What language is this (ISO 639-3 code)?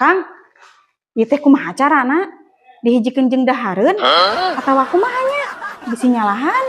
sun